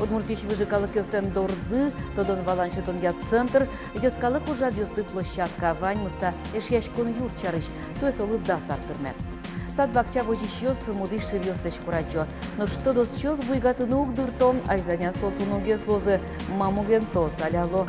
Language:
Udmurt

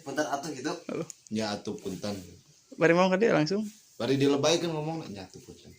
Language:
Sundanese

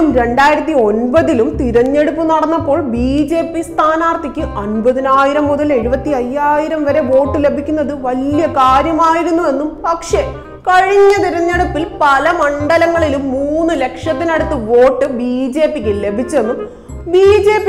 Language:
Malayalam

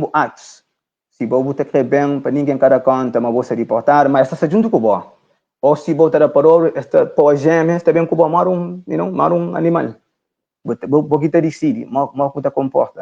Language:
Kabuverdianu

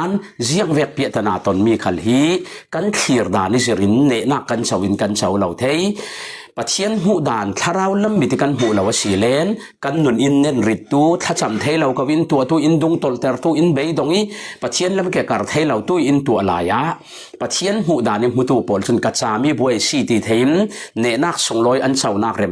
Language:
Falam Chin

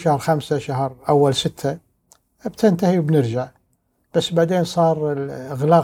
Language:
Gulf Arabic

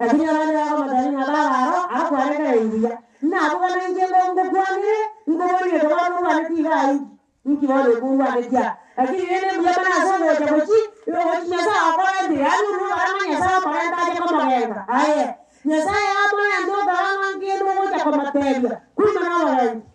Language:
Gusii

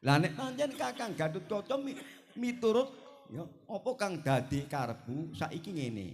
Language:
Javanese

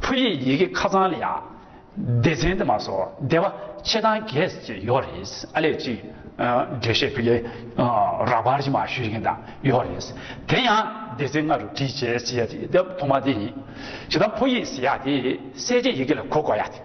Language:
Tibetan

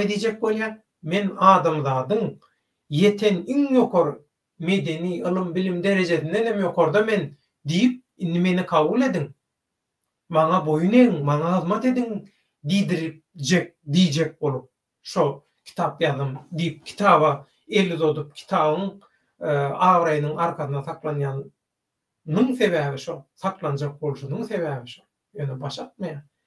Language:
Turkmen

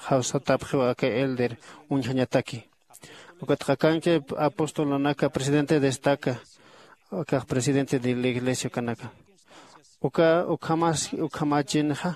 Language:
Aymara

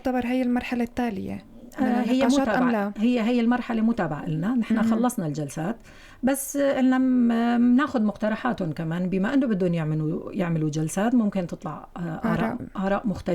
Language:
North Levantine Arabic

